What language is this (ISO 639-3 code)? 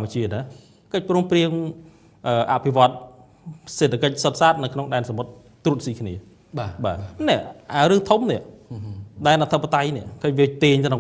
khm